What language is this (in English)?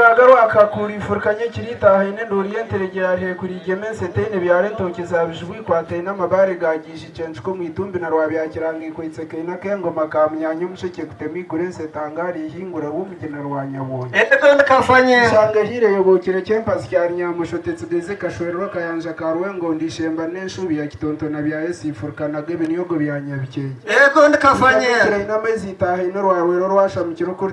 Nyankole